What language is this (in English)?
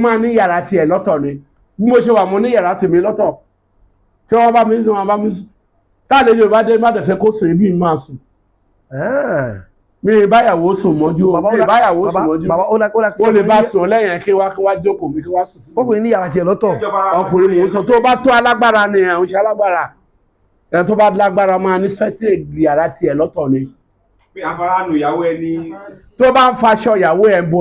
Yoruba